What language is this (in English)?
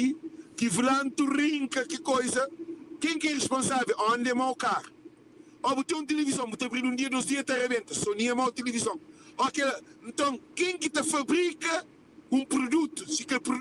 Kabuverdianu